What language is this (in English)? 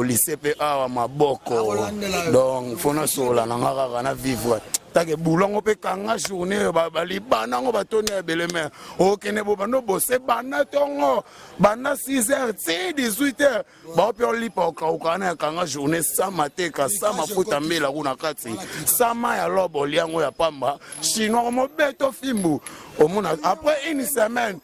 Lingala